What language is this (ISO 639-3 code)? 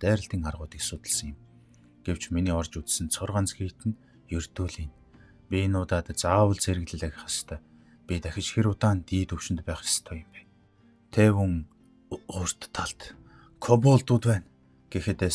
mon